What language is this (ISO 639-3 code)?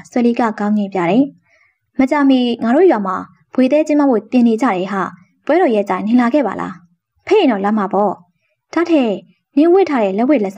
mya